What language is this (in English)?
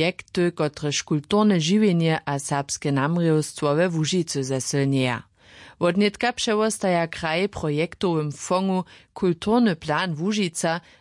Upper Sorbian